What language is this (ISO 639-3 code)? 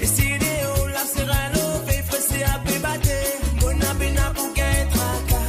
mfe